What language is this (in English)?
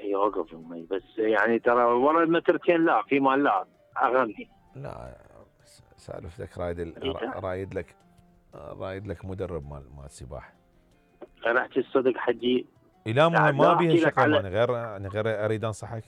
Mesopotamian Arabic